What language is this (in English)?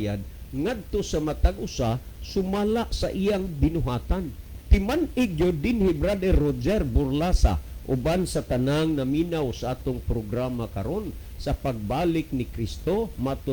Cebuano